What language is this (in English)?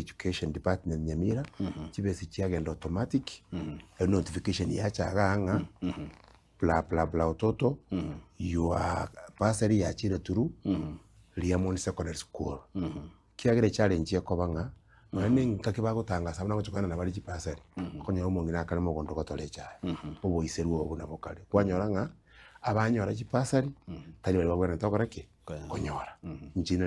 Gusii